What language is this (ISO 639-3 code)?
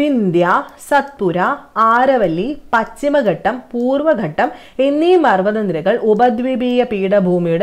mal